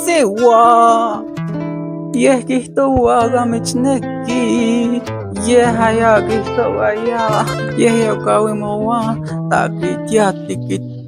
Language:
Isthmus-Mecayapan Nahuatl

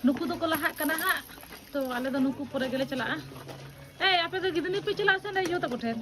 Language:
Santali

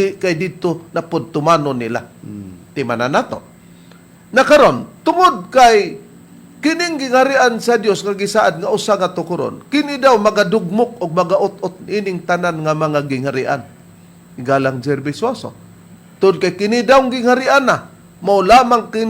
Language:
Cebuano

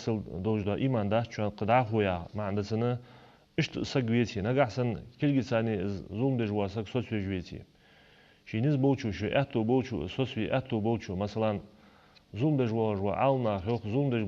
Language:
Ingush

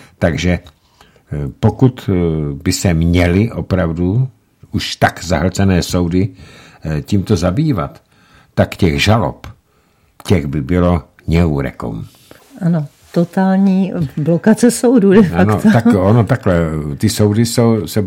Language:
Czech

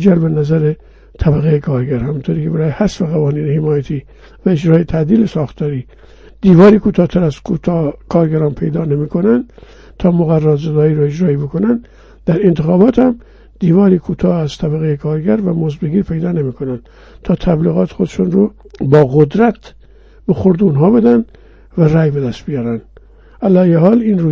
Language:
Persian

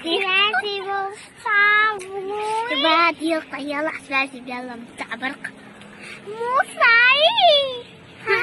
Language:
Chechen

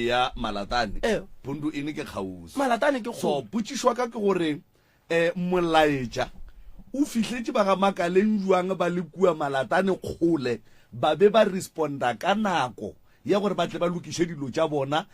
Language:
Northern Sotho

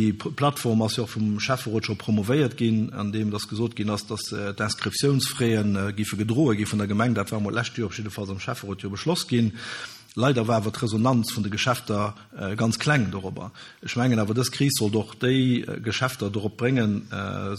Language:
Luxembourgish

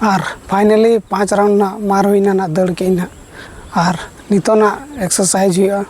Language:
Santali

